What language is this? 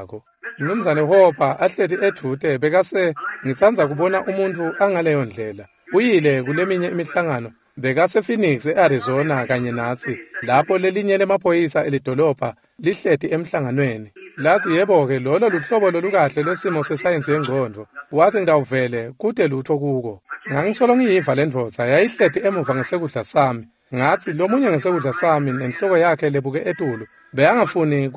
Swati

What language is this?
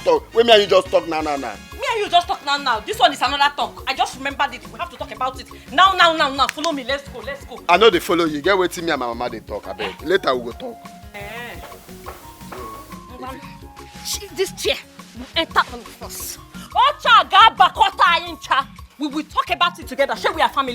Nigerian Pidgin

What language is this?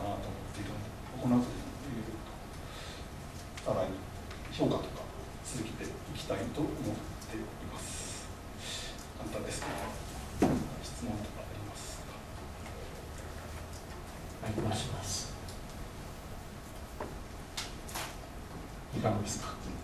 Japanese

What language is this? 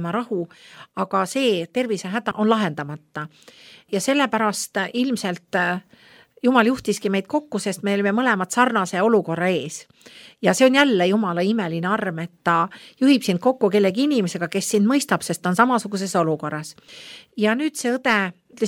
Estonian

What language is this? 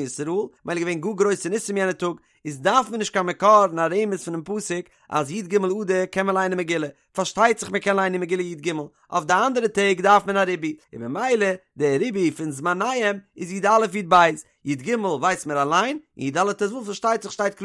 Yiddish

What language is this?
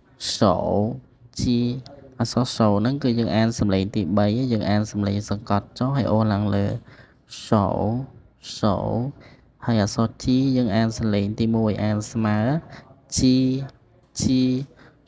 Khmer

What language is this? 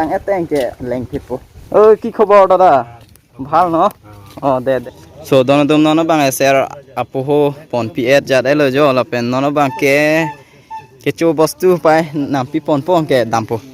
Karbi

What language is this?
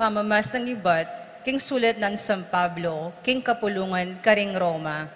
Pampanga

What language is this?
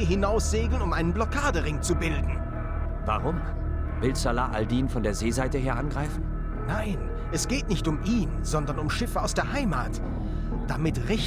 Bavarian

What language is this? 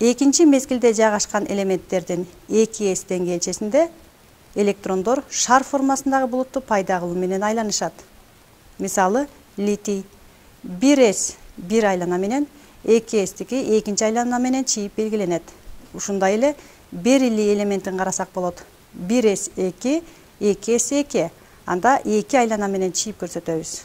Kyrgyz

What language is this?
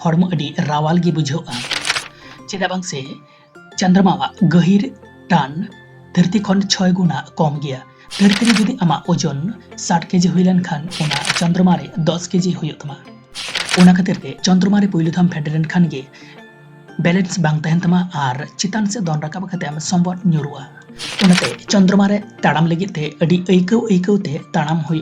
Santali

